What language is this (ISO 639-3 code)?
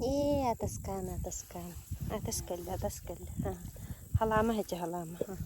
sah